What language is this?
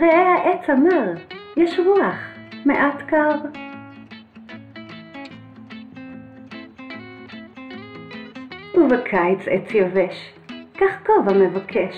Hebrew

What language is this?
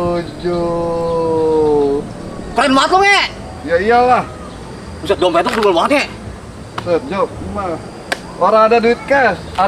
Betawi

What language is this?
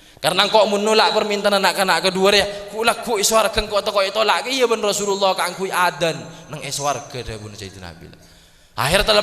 Madurese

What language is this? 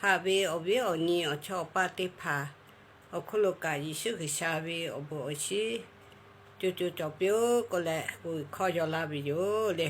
Lahu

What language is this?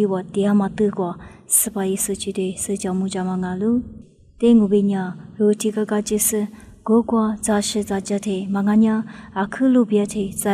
Lisu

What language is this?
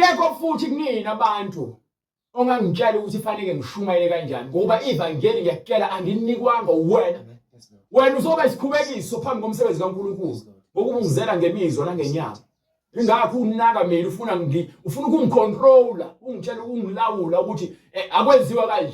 Zulu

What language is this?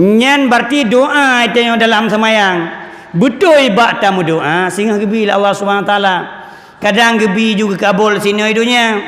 Achinese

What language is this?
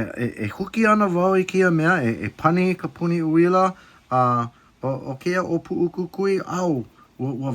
Hawaiian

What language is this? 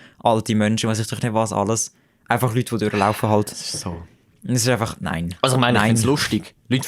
Swiss German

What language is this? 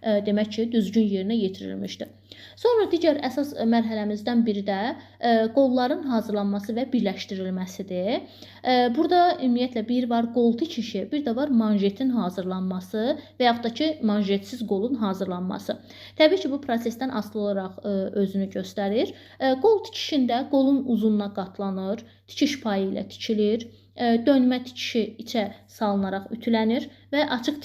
Azerbaijani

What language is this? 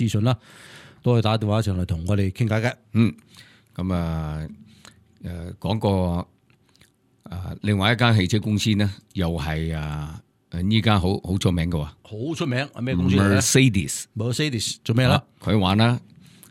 Cantonese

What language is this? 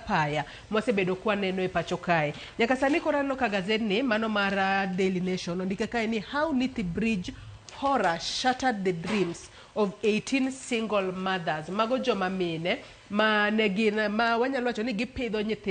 Luo (Kenya and Tanzania)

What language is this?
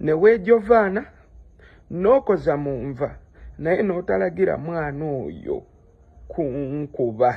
Ganda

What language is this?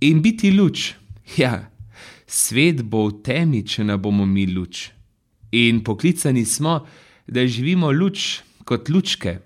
Slovenian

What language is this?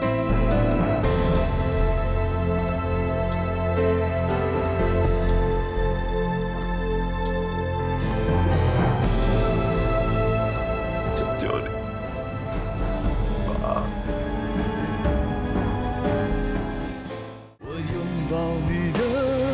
Chinese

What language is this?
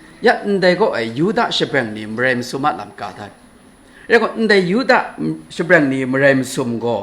Kachin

